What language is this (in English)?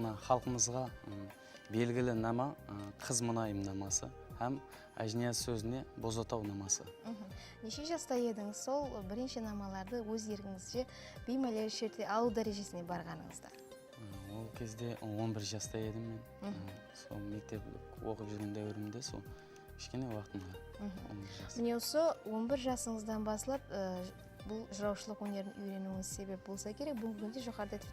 Kara-Kalpak